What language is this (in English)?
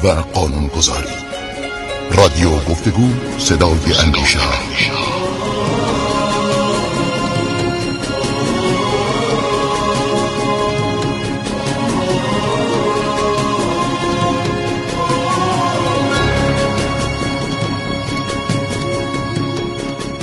Persian